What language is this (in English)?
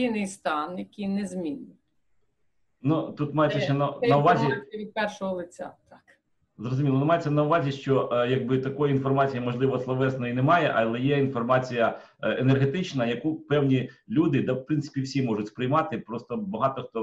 Ukrainian